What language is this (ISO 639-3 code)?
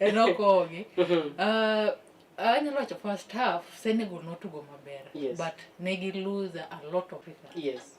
luo